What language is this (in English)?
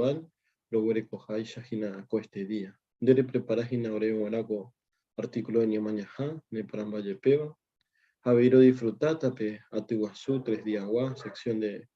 Guarani